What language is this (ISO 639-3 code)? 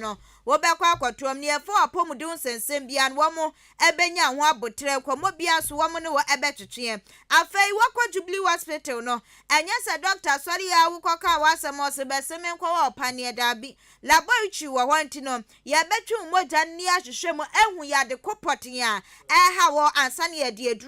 aka